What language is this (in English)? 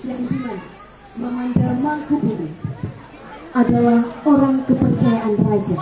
Banjar